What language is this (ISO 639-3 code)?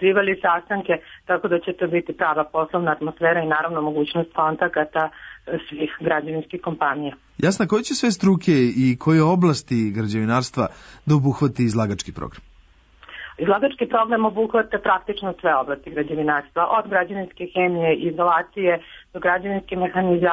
srp